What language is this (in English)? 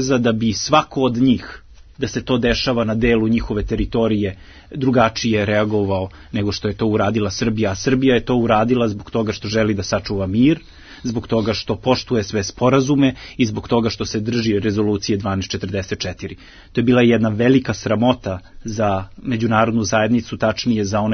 Serbian